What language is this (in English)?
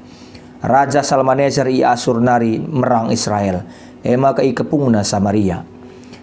Batak Karo